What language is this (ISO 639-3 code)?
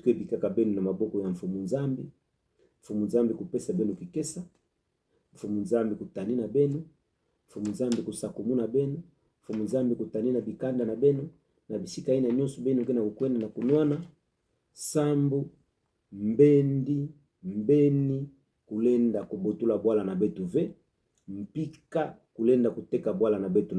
ktu